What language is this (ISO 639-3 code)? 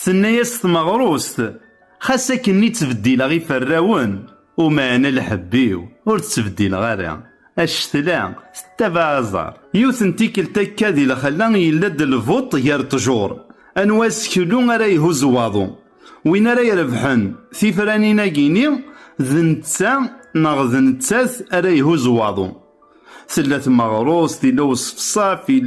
kab